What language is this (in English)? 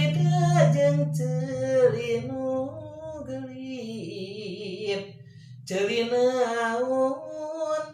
Sundanese